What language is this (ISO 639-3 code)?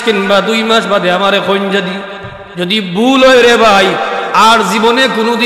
syl